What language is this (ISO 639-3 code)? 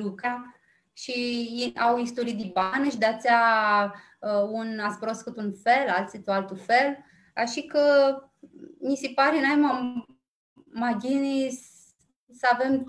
rup